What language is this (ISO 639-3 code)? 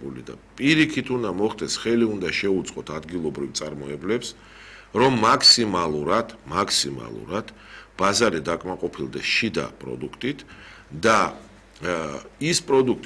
kat